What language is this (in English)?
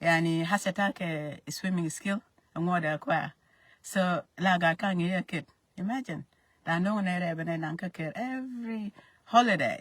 Nuer